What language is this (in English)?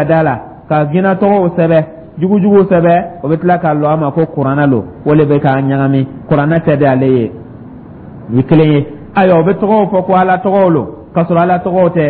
Dyula